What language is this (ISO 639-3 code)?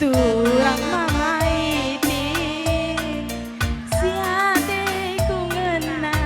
btx